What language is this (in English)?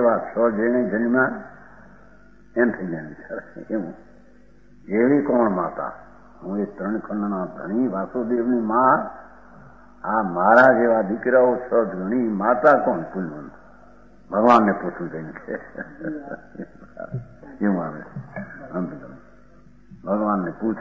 Gujarati